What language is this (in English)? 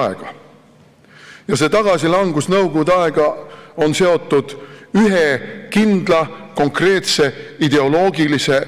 Estonian